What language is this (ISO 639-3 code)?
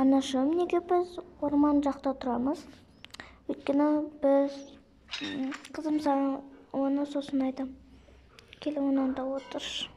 kaz